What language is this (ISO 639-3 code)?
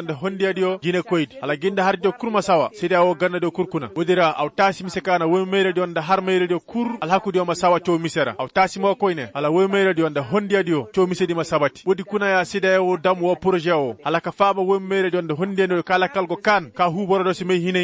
ses